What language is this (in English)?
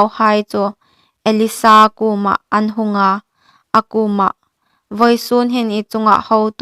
Hmar